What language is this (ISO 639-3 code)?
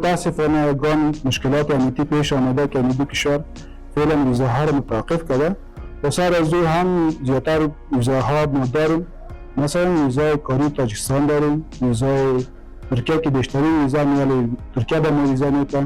fas